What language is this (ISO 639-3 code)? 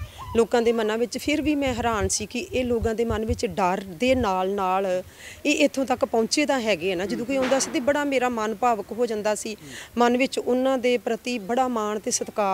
pan